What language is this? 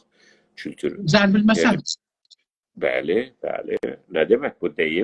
South Azerbaijani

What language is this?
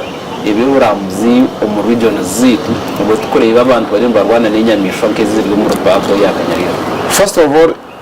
Nyankole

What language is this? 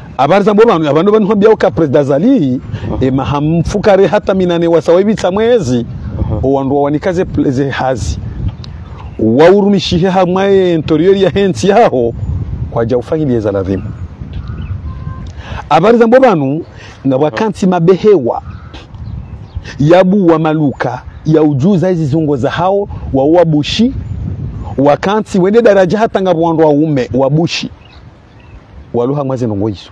Swahili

